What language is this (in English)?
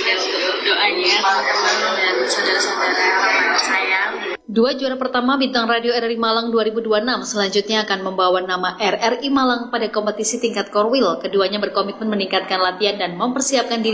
Indonesian